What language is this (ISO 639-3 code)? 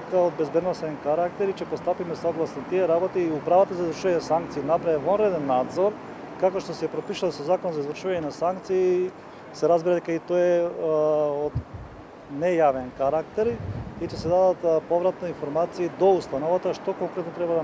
mkd